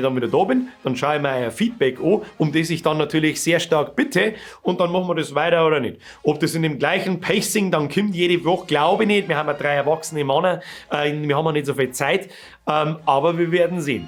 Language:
Bavarian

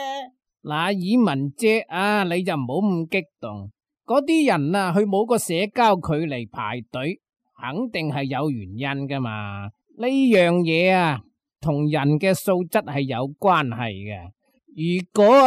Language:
Cantonese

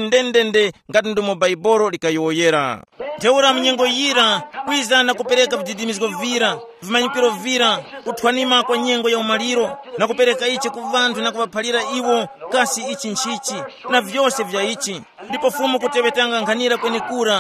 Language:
Tumbuka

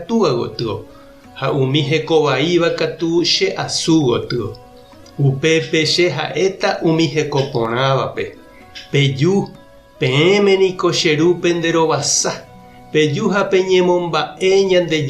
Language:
Guarani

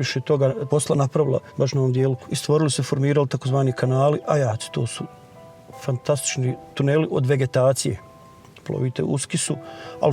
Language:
Bosnian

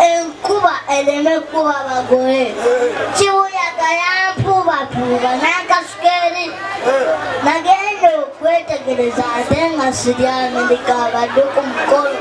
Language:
Ganda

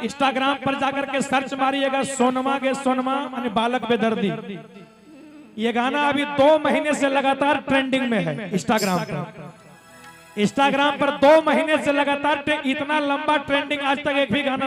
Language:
Magahi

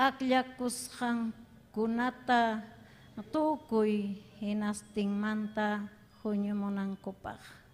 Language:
Ayacucho Quechua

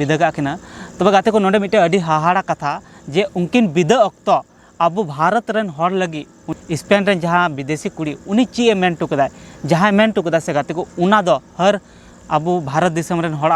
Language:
Santali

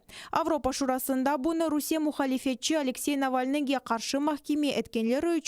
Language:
Crimean Tatar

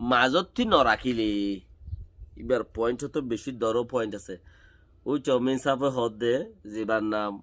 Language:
Rohingya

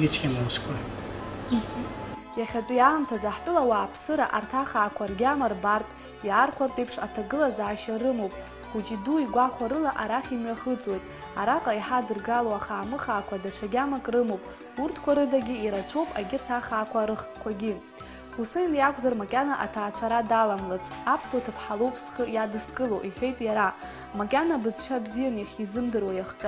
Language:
Abkhazian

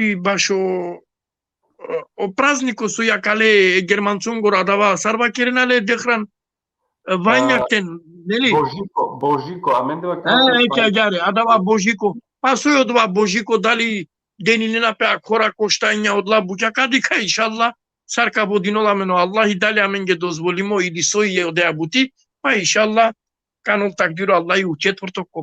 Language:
Balkan Romani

